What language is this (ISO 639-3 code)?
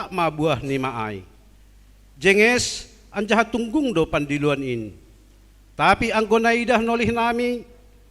bts